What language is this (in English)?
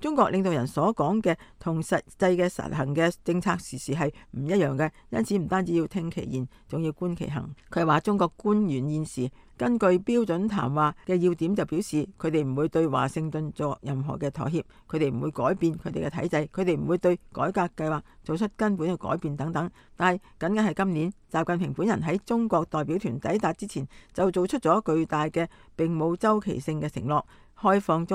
Cantonese